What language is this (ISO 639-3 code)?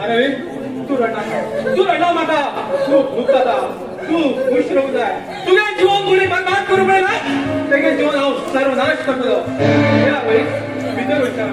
kok